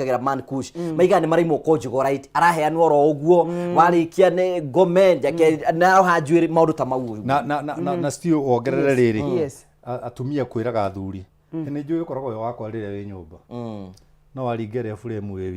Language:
Kikuyu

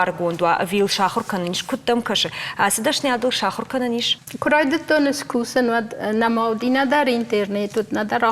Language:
Ossetic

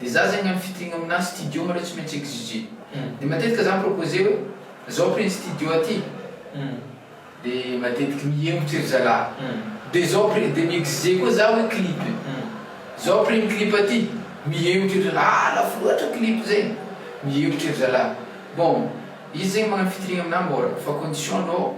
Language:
Malagasy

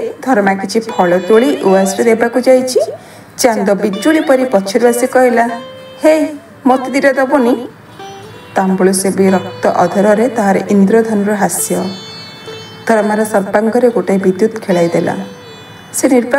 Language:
Odia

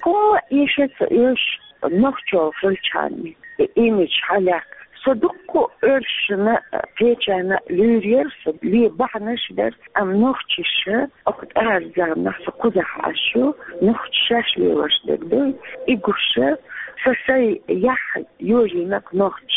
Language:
Chechen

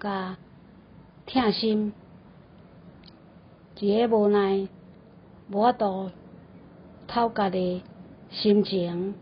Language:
Min Nan Chinese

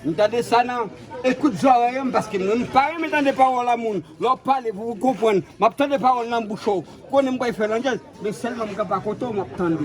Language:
Haitian Creole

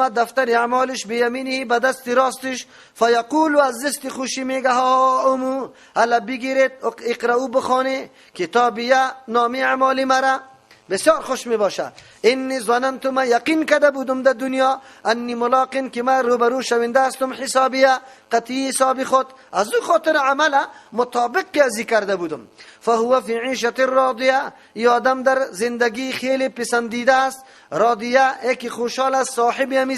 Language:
Persian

